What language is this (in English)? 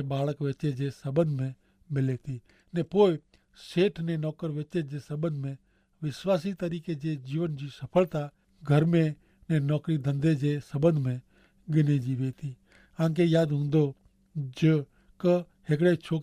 Kachhi